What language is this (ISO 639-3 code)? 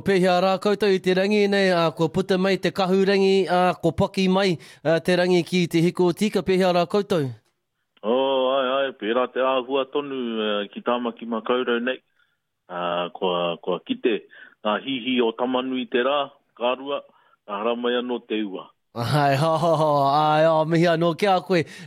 mri